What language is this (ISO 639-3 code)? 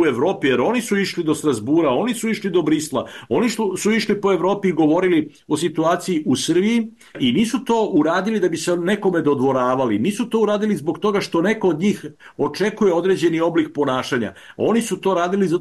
srp